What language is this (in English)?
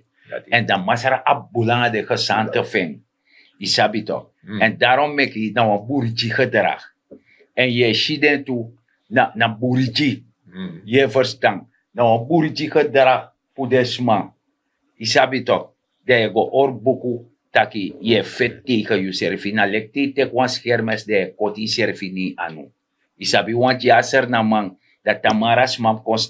Sranan Tongo